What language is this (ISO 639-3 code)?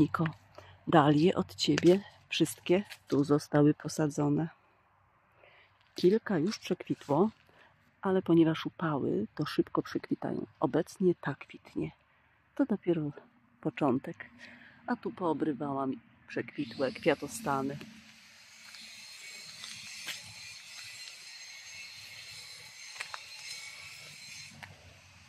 pol